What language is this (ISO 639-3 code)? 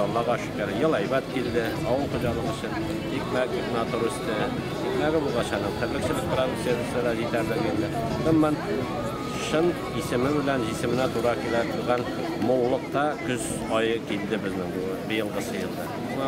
tat